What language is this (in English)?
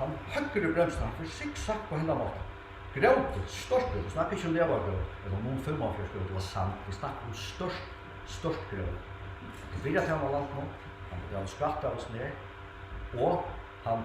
Faroese